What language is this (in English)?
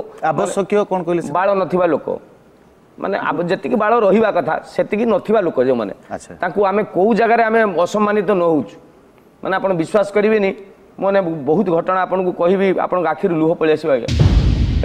Odia